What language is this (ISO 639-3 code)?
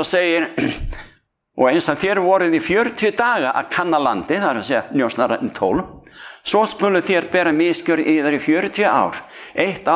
isl